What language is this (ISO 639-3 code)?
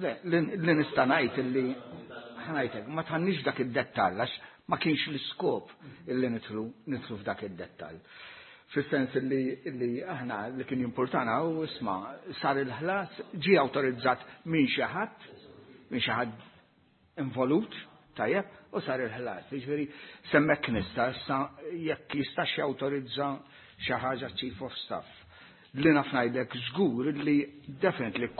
mlt